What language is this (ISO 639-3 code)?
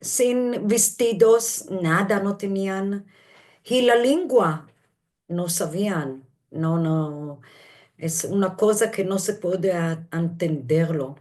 lad